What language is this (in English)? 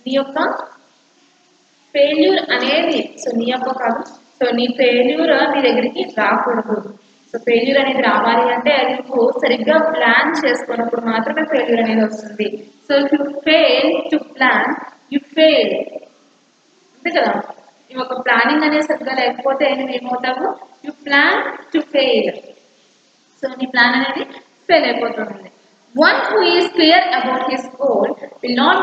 Telugu